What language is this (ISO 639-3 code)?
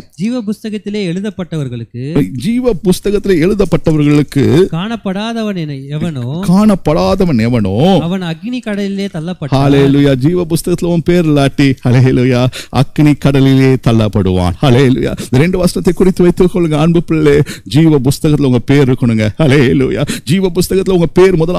tam